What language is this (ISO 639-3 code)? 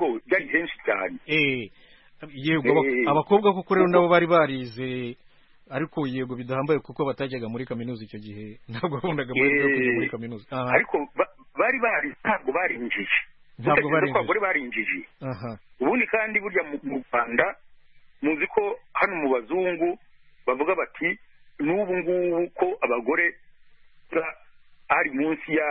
kin